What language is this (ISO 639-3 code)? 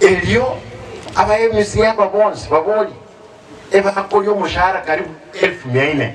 guz